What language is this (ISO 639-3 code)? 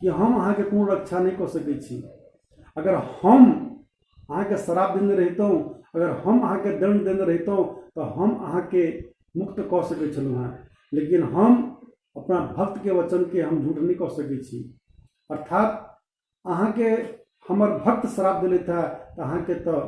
mai